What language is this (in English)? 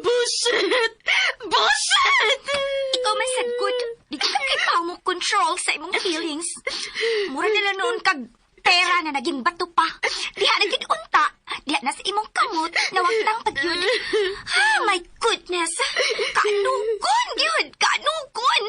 Cebuano